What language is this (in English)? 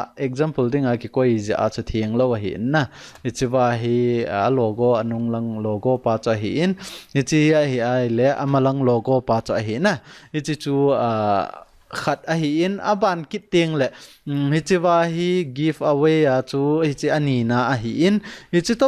Thado Chin